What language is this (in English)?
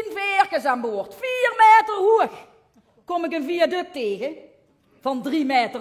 Limburgish